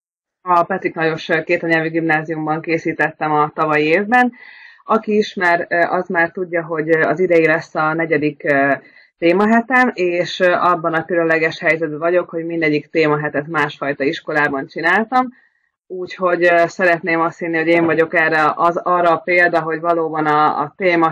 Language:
Hungarian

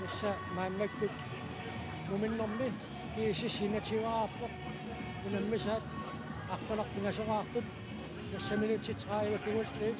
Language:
Kalaallisut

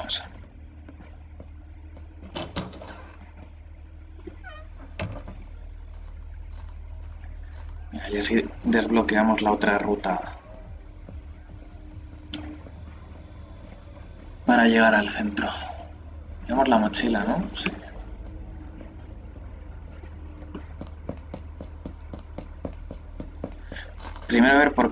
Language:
Spanish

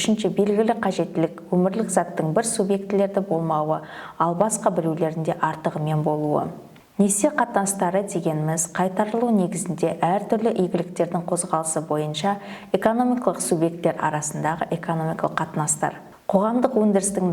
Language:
Kazakh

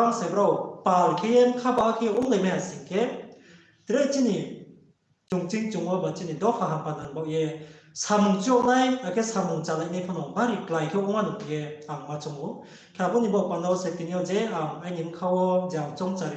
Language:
Riang (India)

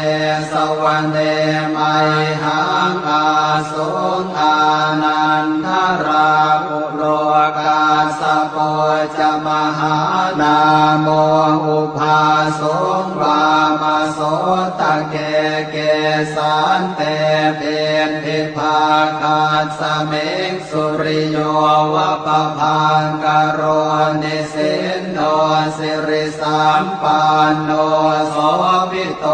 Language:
Pali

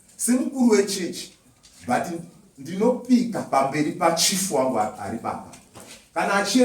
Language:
Shona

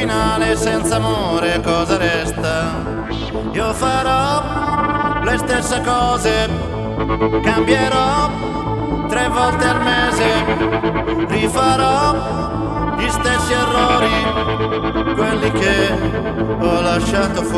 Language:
Italian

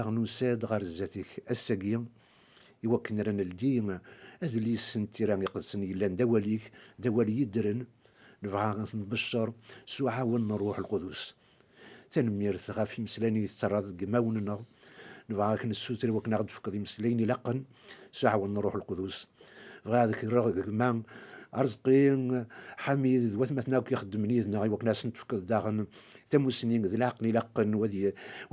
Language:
Kabyle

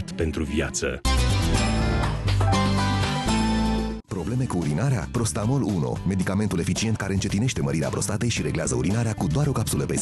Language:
Romanian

